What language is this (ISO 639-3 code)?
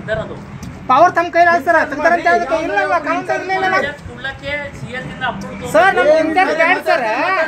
kan